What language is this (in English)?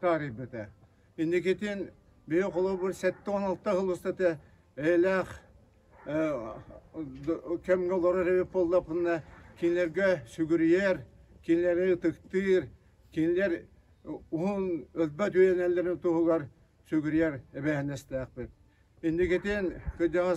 Yakut